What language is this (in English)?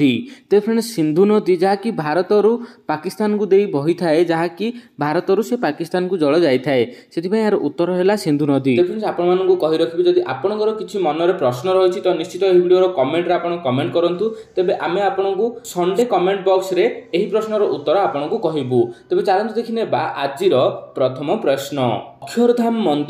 Odia